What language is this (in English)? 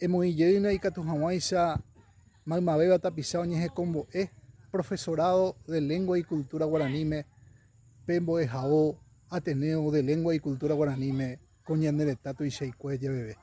Guarani